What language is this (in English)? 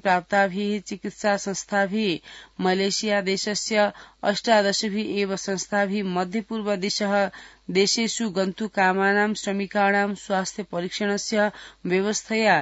Sanskrit